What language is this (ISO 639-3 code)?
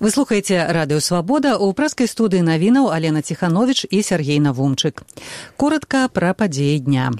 bel